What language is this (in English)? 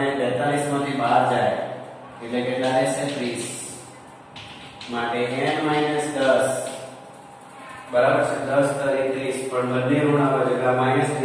Gujarati